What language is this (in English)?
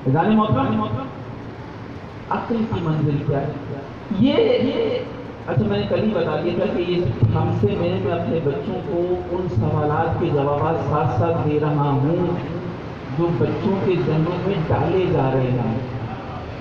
Urdu